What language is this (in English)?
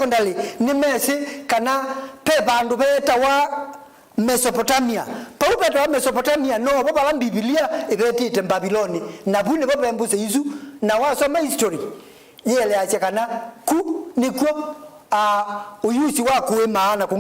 Kamba